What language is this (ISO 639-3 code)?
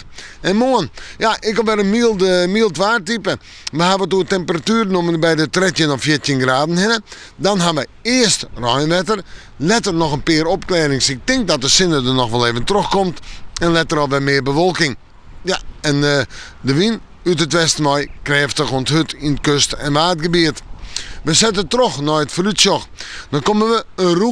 fry